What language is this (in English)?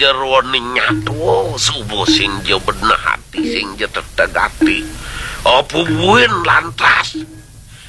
Balinese